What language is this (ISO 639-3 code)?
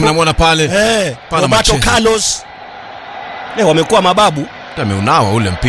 swa